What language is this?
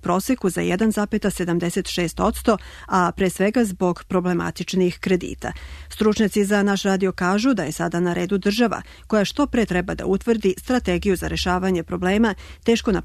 Serbian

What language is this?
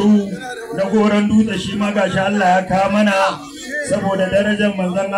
Hausa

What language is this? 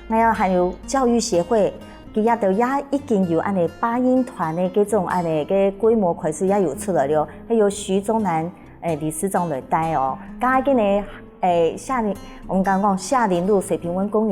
Hakka Chinese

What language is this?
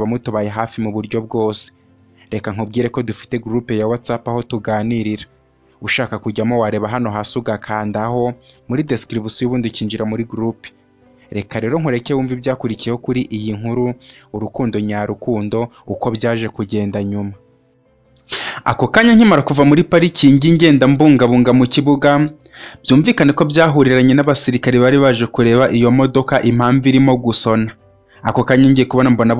Kinyarwanda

